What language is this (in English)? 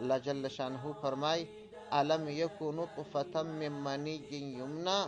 Pashto